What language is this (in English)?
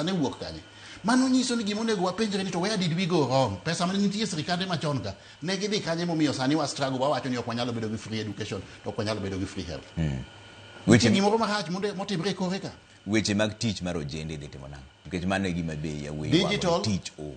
Luo (Kenya and Tanzania)